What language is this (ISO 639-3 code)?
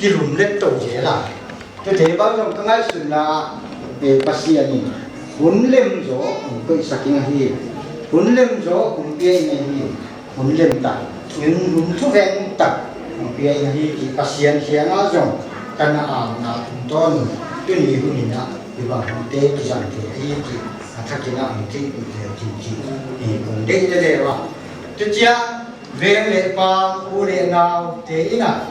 pck